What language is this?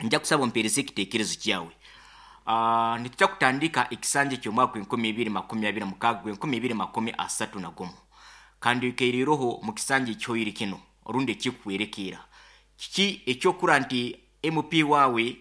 Nyoro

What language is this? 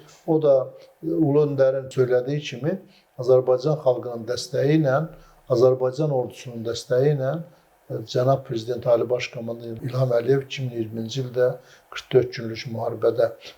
Azerbaijani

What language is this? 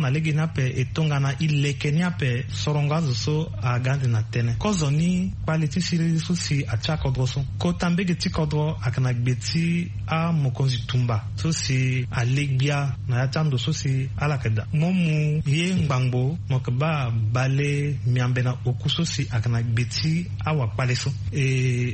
Sango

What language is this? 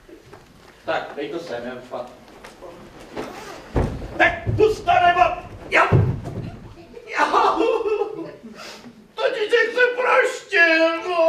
Czech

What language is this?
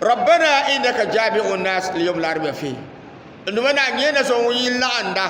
Dagbani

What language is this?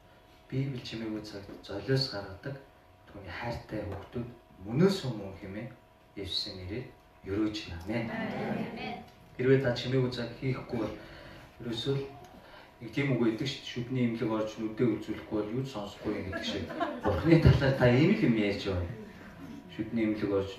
Mongolian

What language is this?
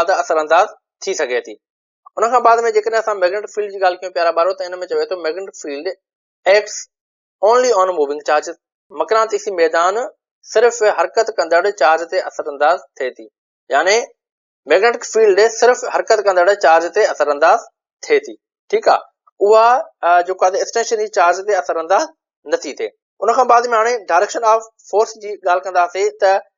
Sindhi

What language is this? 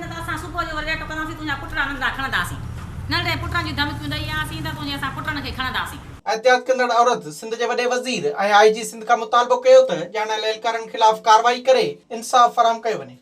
Sindhi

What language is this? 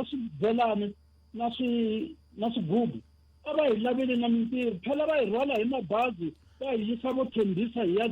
Tsonga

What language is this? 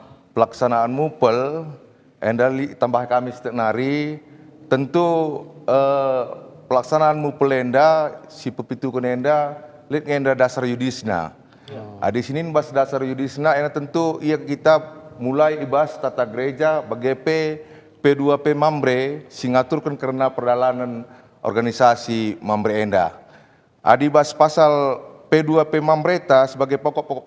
Batak Karo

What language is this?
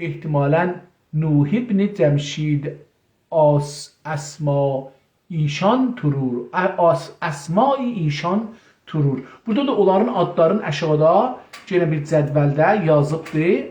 South Azerbaijani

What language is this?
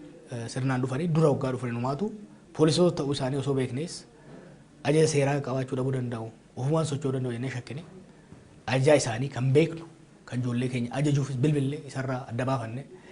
Oromo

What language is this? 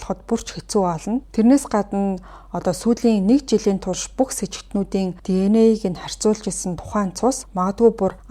Mongolian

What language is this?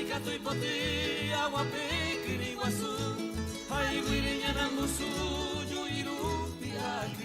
Guarani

